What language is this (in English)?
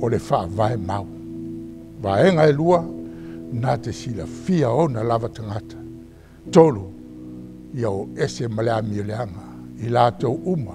Samoan